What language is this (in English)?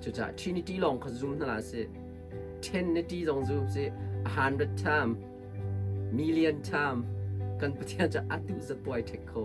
Hakha Chin